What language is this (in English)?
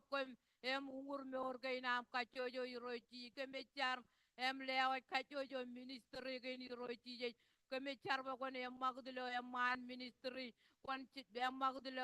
Marshallese